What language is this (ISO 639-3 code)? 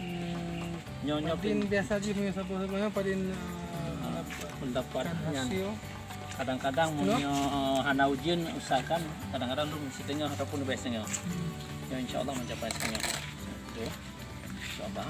ace